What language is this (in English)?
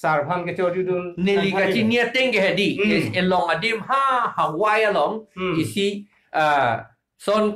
Karbi